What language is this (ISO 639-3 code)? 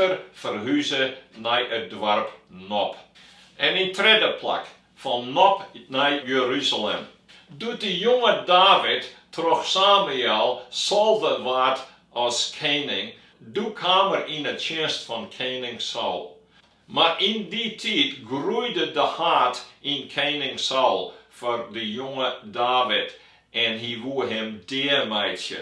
fry